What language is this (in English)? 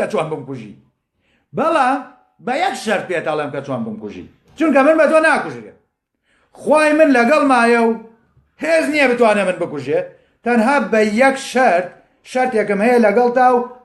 Central Kurdish